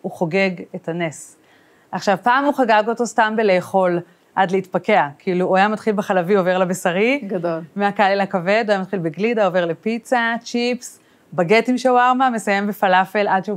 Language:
Hebrew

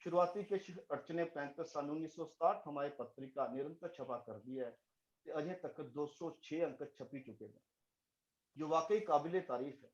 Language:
Dogri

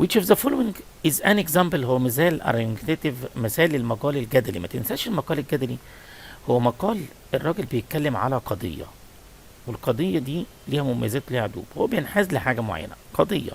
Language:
Egyptian Arabic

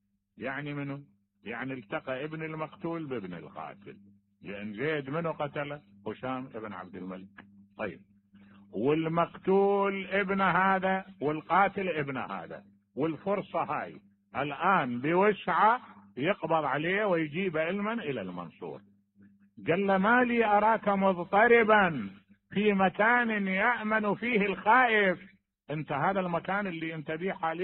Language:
Mesopotamian Arabic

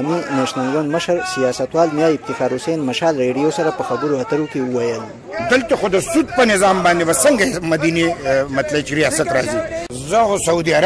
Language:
Pashto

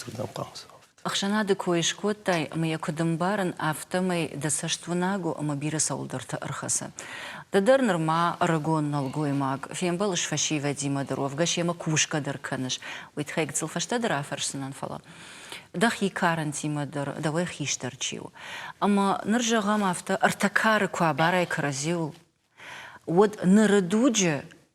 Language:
Ossetic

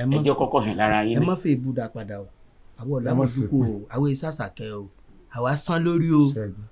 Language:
Yoruba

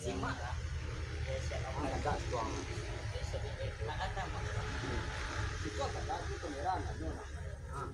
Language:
Minangkabau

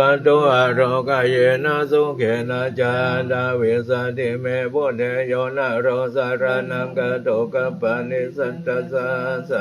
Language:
Pali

